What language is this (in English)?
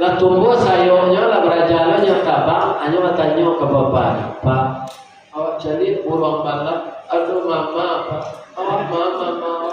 Minangkabau